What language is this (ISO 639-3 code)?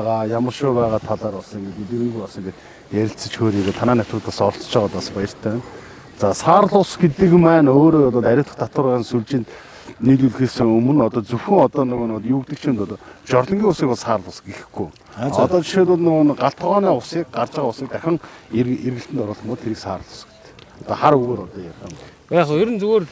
mon